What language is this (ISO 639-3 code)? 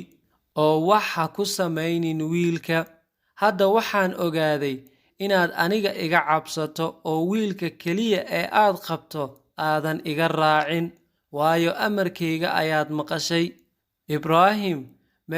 som